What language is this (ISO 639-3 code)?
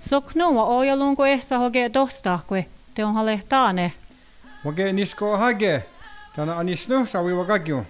moh